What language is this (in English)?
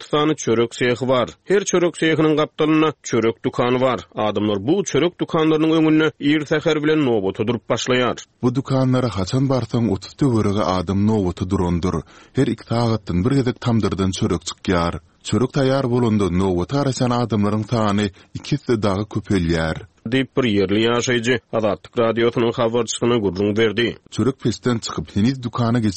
Turkmen